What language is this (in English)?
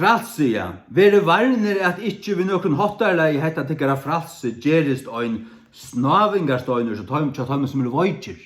Faroese